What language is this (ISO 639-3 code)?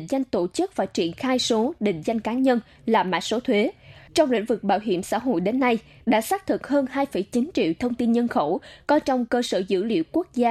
vie